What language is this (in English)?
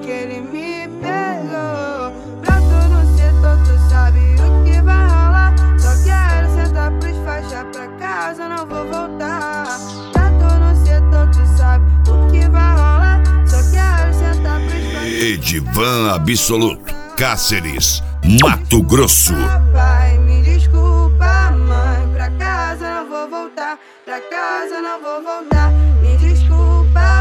Portuguese